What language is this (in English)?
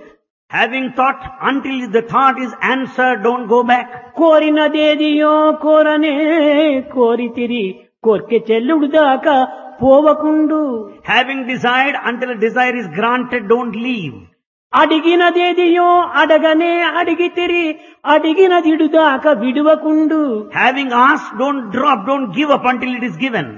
Telugu